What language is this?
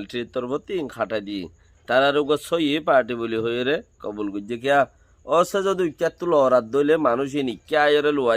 Rohingya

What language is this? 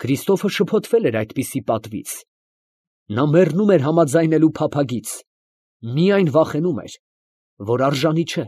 Armenian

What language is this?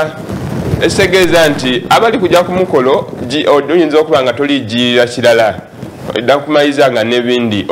Soga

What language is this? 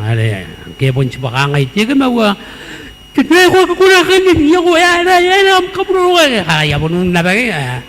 Gilbertese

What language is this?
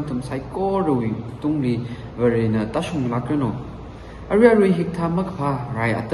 Tangkhul Naga (India)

